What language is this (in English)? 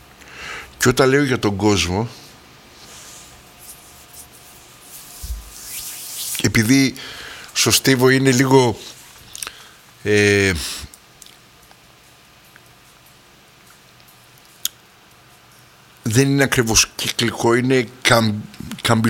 Greek